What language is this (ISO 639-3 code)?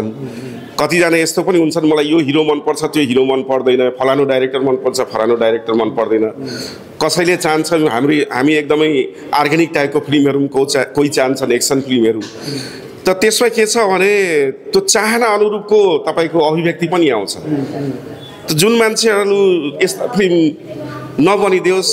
nep